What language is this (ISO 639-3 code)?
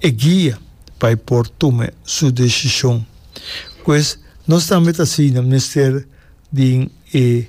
pap